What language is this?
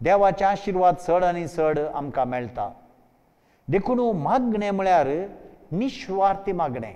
Konkani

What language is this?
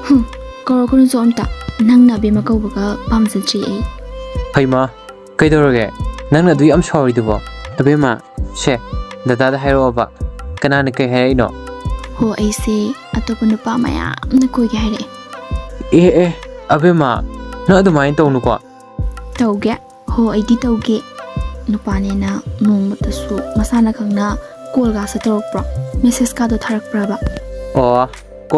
Manipuri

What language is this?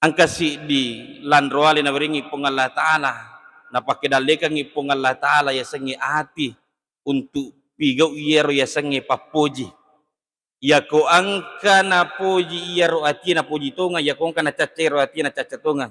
Buginese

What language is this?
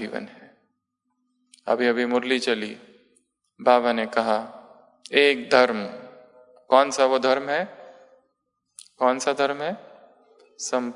Hindi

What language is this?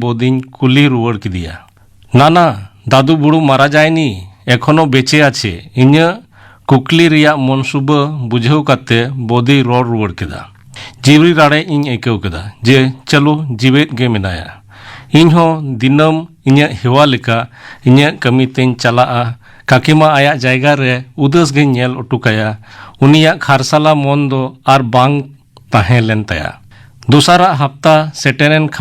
Santali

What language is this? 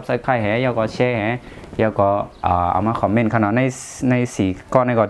Shan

